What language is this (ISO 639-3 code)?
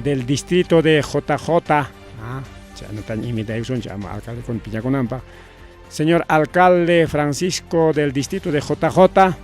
quy